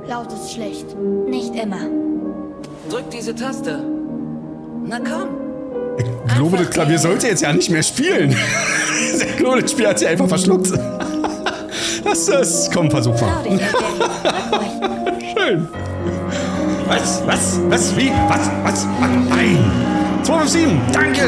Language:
German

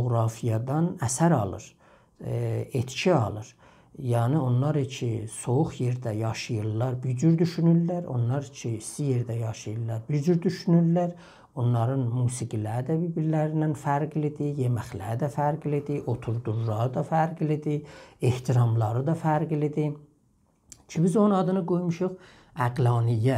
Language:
South Azerbaijani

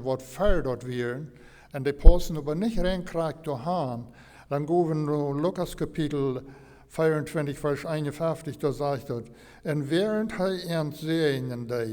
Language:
Plautdietsch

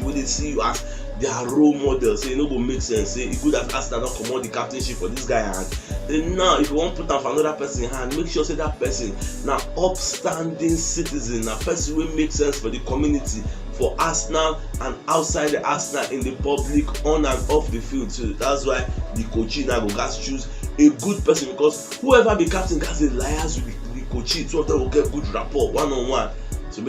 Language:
Nigerian Pidgin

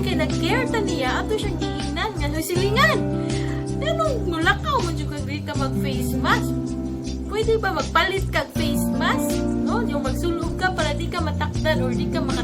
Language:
Cebuano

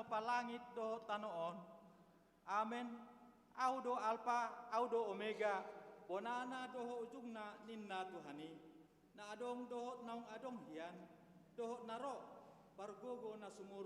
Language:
Batak Toba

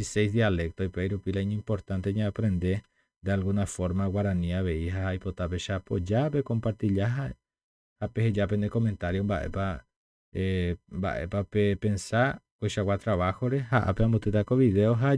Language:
Guarani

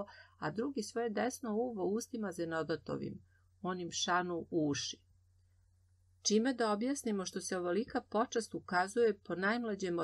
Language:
Serbian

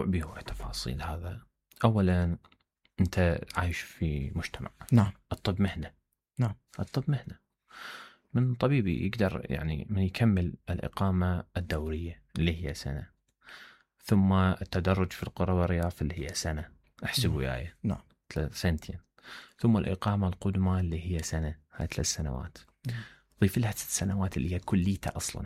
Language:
Mesopotamian Arabic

